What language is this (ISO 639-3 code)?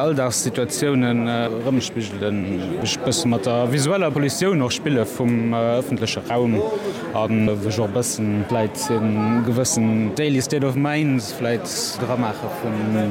ltz